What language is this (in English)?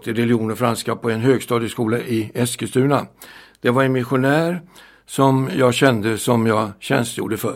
Swedish